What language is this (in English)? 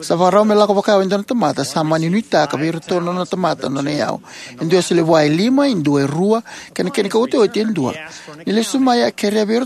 Fijian